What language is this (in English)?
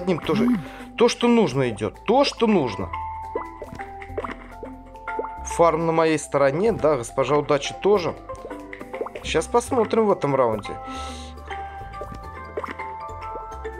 Russian